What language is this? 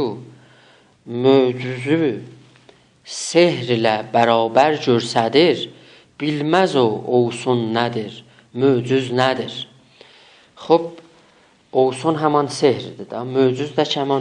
South Azerbaijani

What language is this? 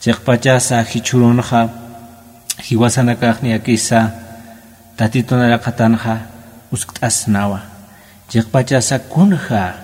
Aymara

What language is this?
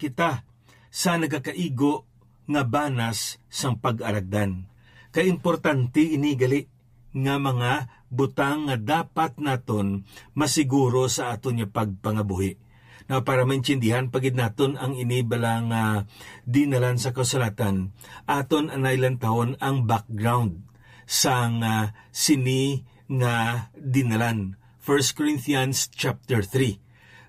Hiligaynon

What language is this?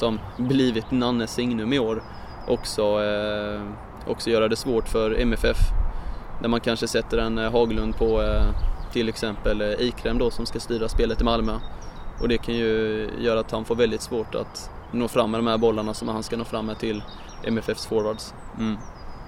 Swedish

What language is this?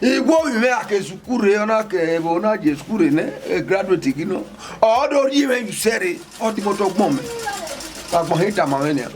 Bini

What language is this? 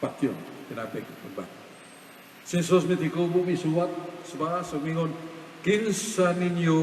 Cebuano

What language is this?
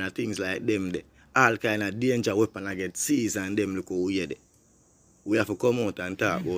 Jamaican Creole English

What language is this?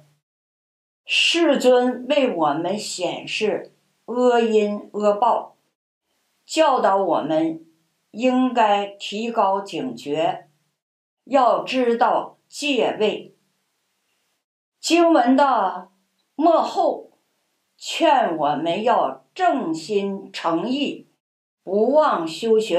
Chinese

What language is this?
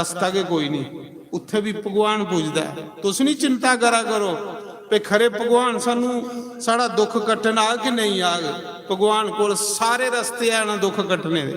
Dogri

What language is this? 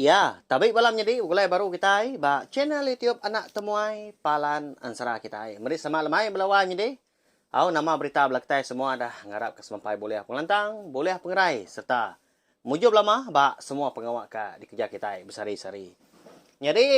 Iban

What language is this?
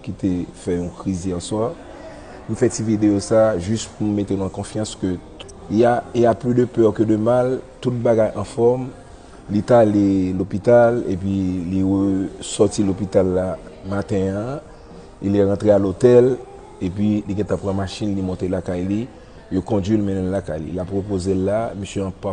Haitian Creole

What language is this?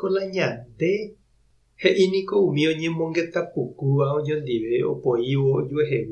Guarani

